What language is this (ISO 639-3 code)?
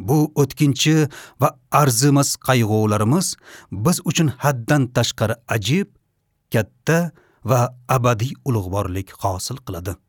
uzb